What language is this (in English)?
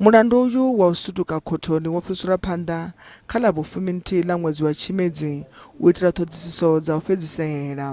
Venda